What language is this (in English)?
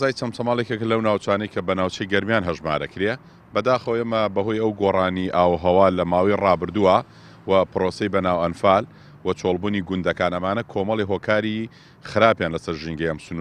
Central Kurdish